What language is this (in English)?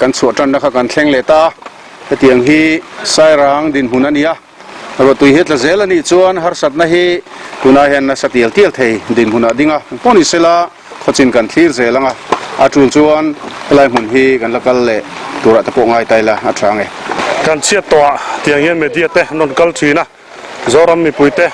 Mizo